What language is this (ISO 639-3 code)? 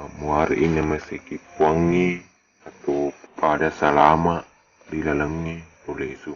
bug